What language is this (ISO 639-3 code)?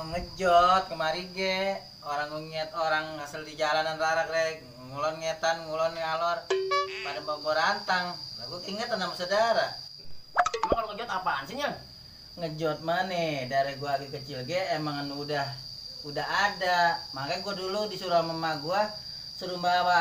bew